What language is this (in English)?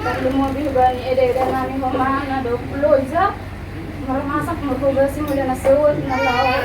Batak Toba